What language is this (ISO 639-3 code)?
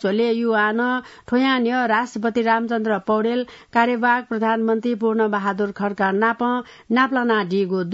new